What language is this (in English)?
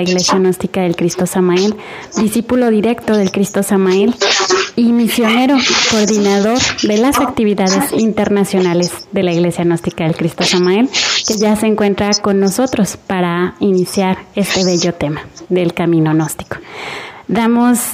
Spanish